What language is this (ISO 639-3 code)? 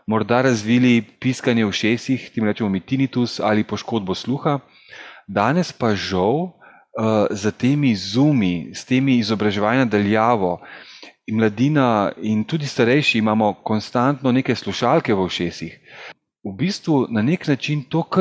slv